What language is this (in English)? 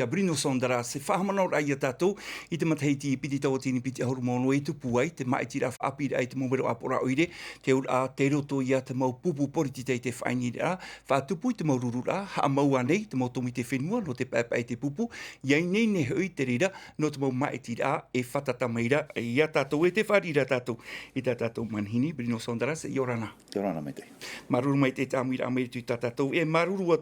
Tahitian